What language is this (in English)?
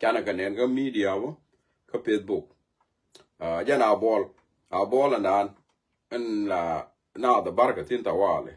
Nuer